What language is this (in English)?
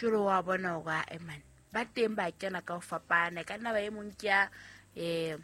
Southern Sotho